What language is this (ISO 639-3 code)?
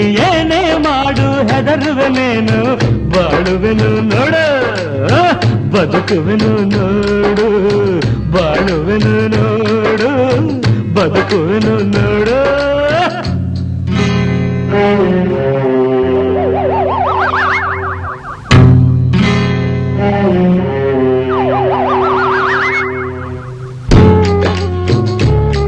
kan